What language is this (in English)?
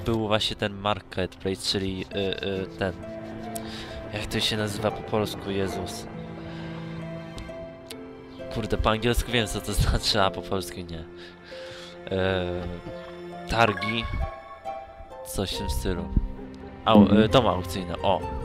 Polish